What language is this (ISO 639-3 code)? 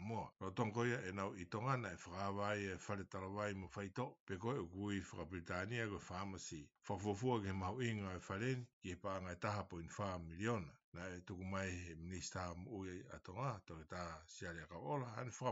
ton